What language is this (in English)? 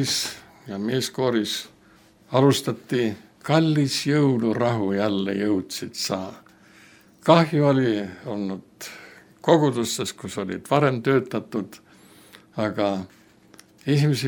Estonian